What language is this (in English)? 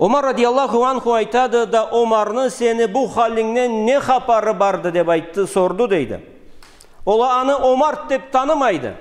Karachay-Balkar